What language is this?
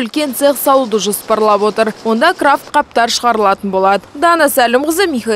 Kazakh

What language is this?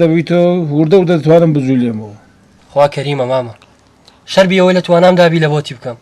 Central Kurdish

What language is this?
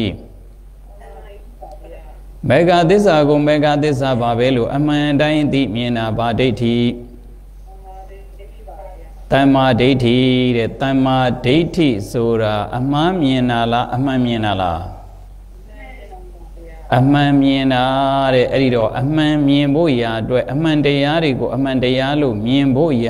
Burmese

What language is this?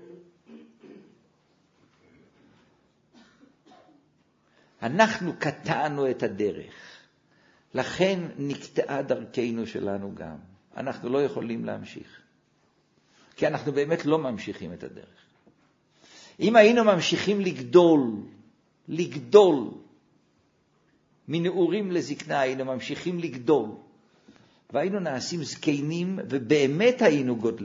Hebrew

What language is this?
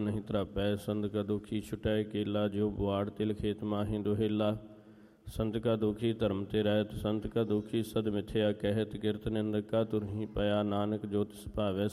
Punjabi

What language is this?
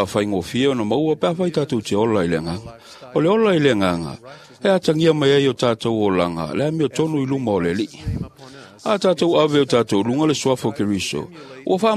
Samoan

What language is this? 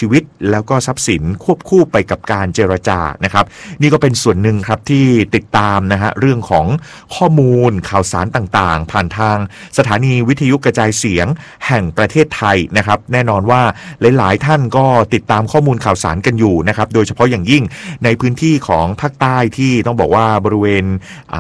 Thai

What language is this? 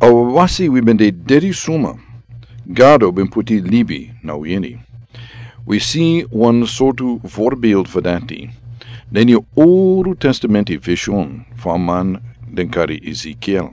Sranan Tongo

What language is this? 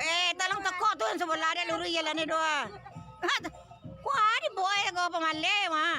Minangkabau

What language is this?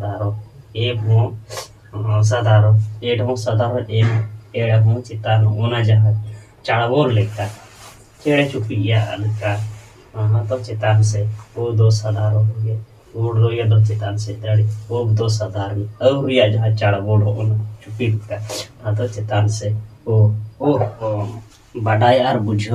Santali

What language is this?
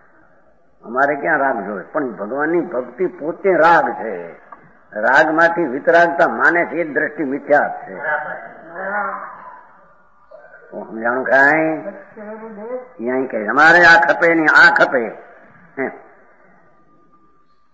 Gujarati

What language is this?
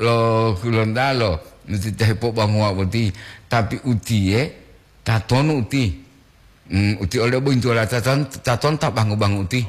Gorontalo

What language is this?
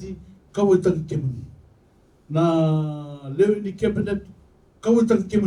Fijian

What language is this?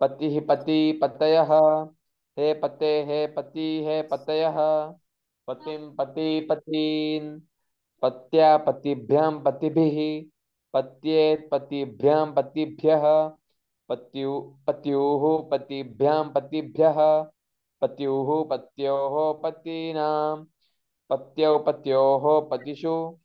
Sanskrit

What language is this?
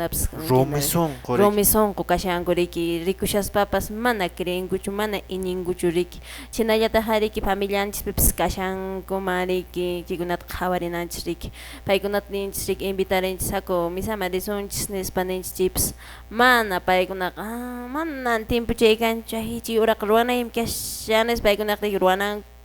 Quechua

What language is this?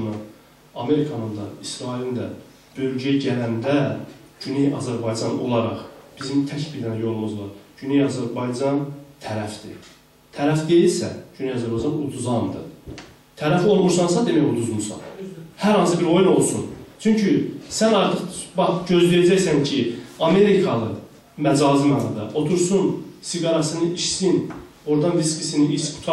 South Azerbaijani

